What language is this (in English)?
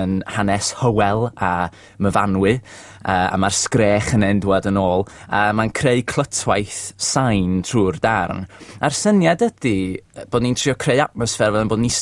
Welsh